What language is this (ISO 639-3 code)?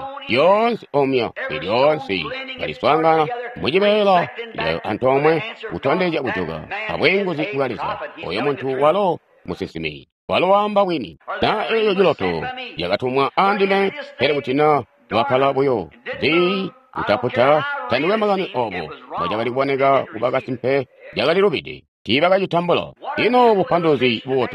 toi